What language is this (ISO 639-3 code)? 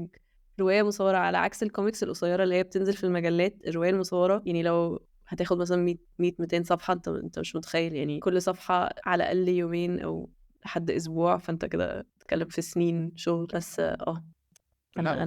arz